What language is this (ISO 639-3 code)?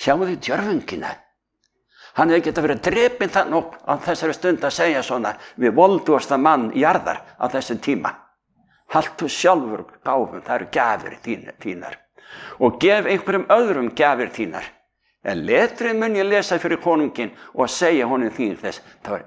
isl